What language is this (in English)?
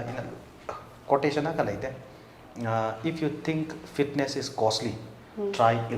Tangkhul Naga (India)